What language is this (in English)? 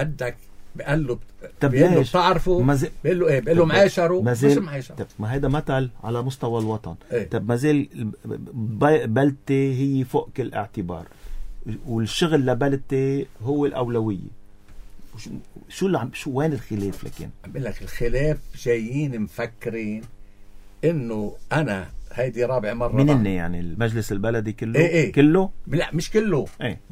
North Levantine Arabic